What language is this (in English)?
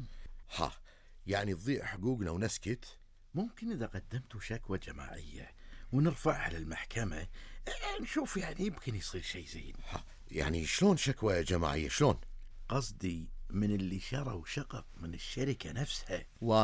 Gulf Arabic